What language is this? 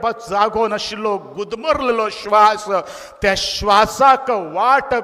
Konkani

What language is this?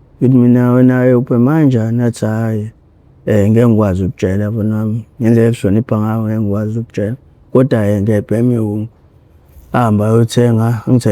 Zulu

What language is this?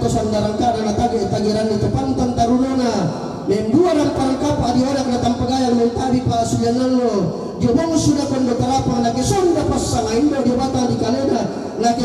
Toraja-Sa'dan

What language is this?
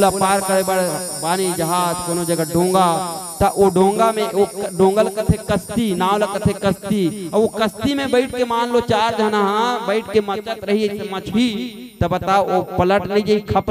Chhattisgarhi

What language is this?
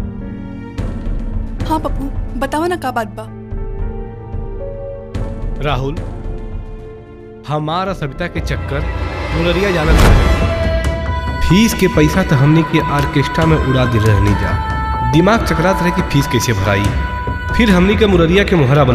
Bhojpuri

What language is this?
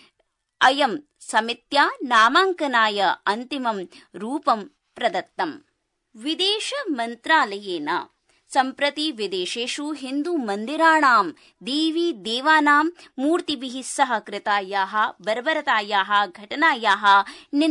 Sanskrit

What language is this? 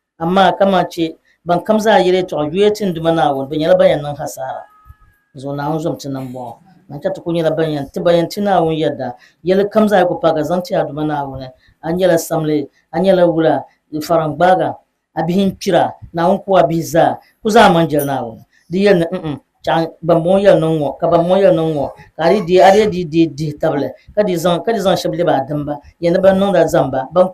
Dagbani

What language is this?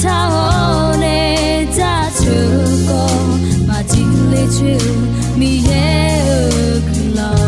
Akha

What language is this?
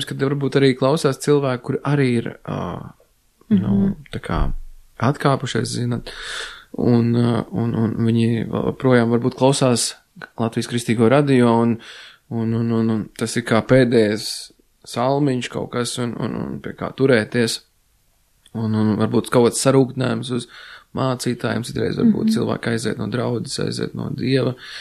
Latvian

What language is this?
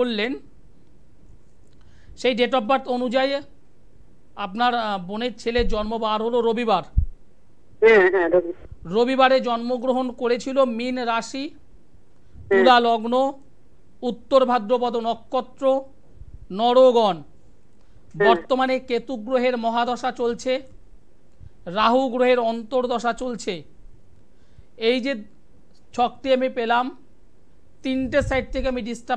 Bangla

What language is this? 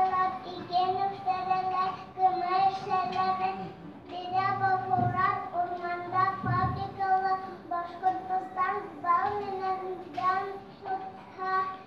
Bashkir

